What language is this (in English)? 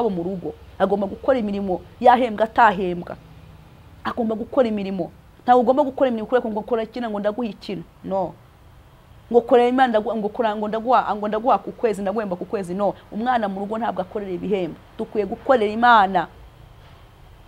Kinyarwanda